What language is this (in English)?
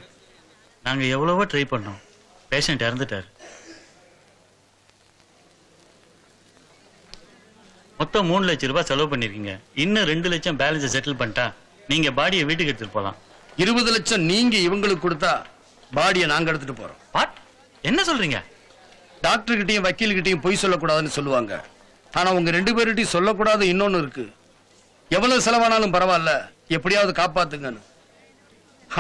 Tamil